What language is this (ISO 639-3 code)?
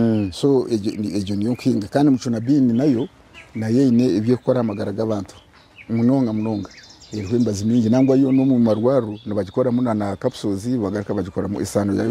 nyn